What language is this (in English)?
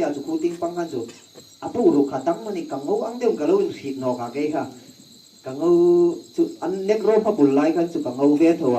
Hmar